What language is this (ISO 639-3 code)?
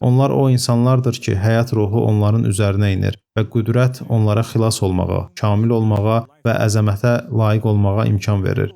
aze